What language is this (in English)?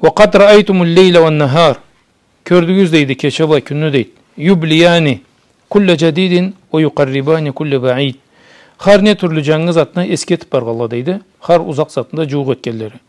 Karachay-Balkar